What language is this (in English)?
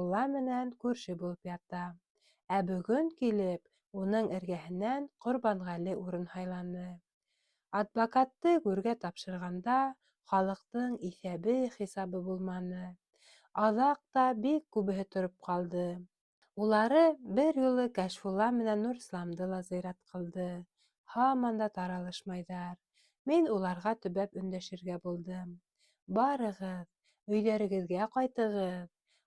Bashkir